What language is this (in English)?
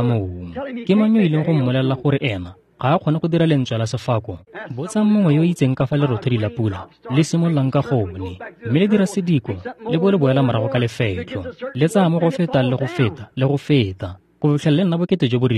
Tswana